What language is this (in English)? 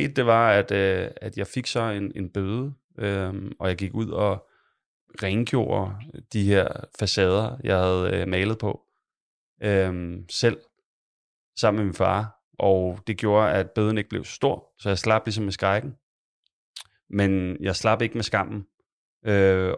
Danish